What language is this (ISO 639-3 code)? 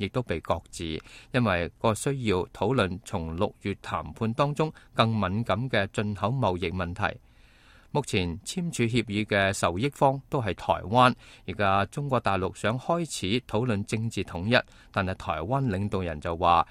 yue